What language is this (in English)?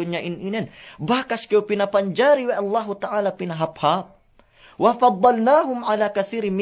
Yakan